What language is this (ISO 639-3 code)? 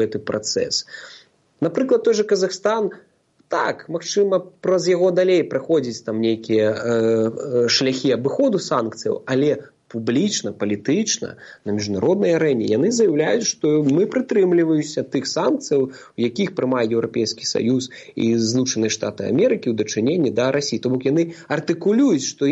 bel